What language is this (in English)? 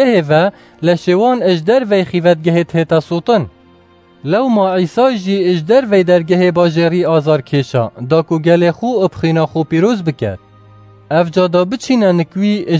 Kurdish